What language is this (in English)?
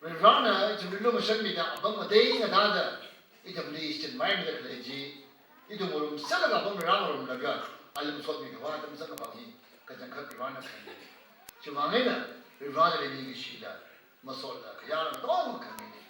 Tangkhul Naga (India)